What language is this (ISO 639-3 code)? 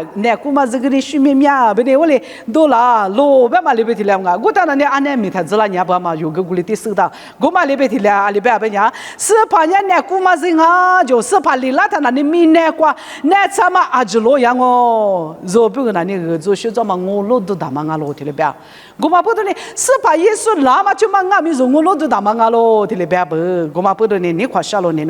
lis